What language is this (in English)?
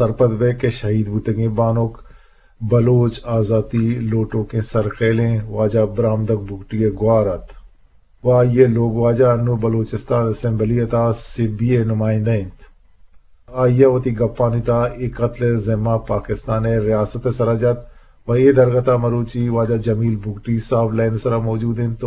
Eastern Balochi